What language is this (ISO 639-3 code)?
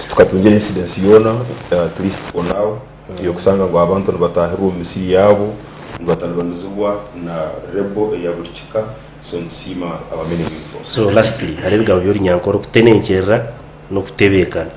nyn